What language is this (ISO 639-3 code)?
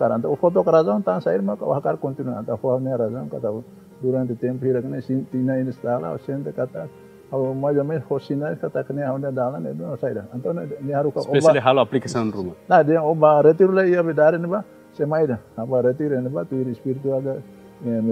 tet